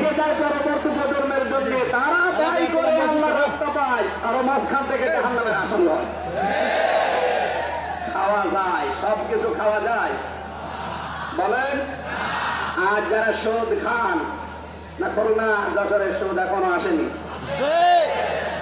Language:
Bangla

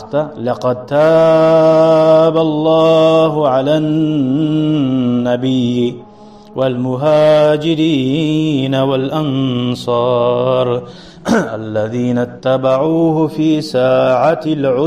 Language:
Kumyk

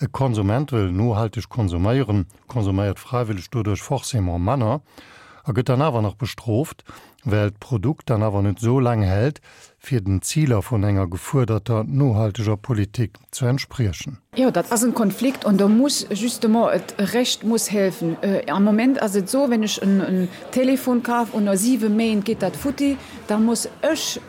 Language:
Luxembourgish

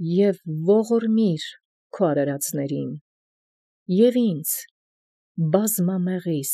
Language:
Armenian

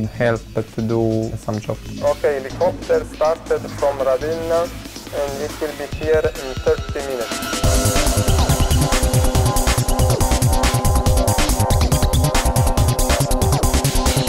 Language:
Croatian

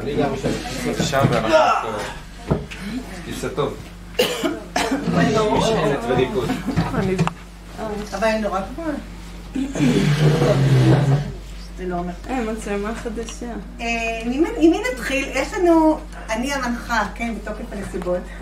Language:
Hebrew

